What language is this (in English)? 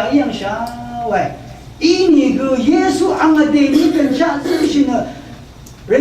Rawang